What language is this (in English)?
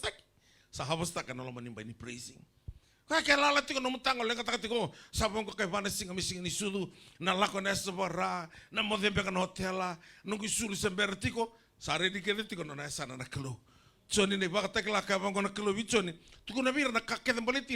Fijian